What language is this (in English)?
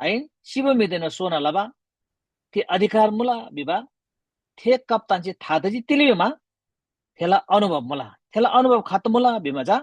Eastern Tamang